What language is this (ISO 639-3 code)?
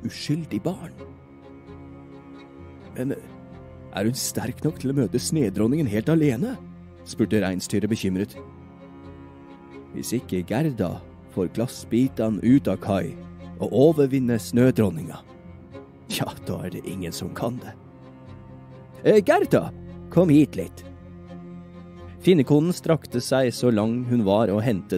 nor